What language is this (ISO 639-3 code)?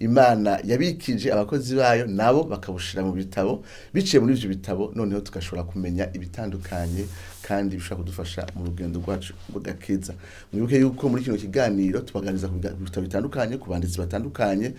run